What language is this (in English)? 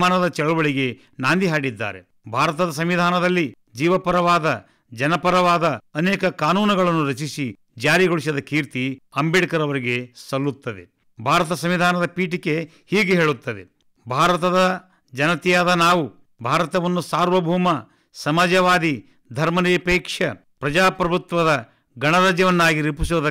Kannada